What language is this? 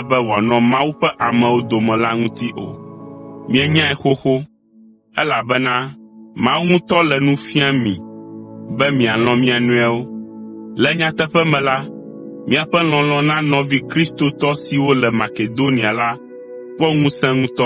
Ewe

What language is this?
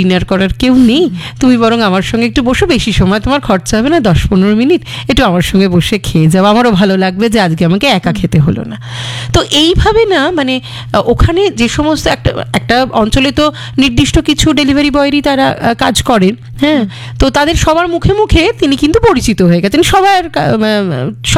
Bangla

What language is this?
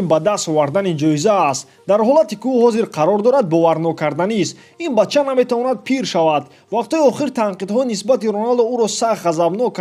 Tajik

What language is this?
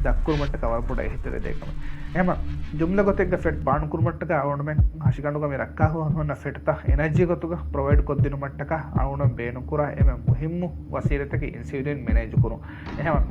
Divehi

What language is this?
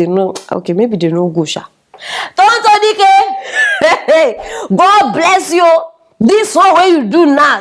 Nigerian Pidgin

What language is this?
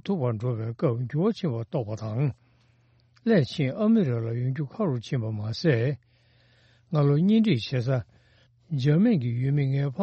Tibetan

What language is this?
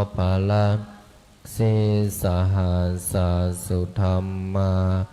Pali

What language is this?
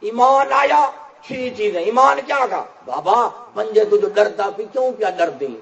Saraiki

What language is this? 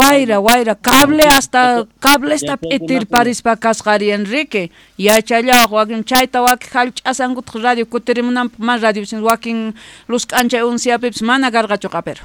South Bolivian Quechua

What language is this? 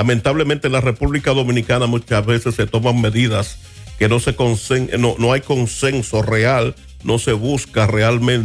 Spanish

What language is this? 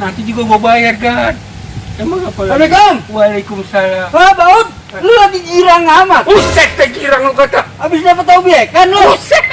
Betawi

